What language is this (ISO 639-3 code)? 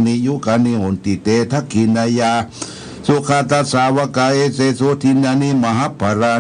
pli